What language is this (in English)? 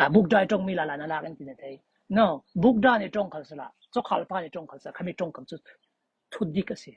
Falam Chin